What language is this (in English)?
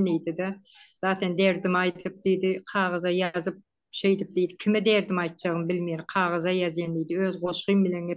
Turkmen